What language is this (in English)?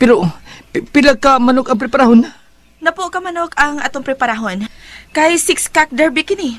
Cebuano